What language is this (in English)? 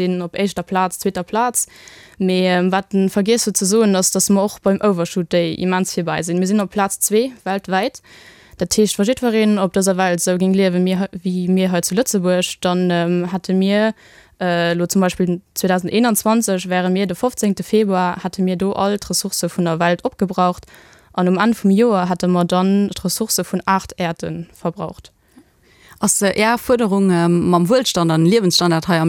Luxembourgish